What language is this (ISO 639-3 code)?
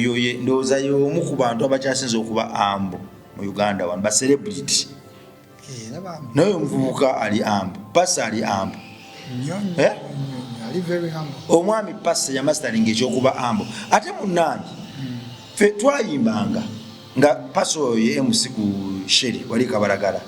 lug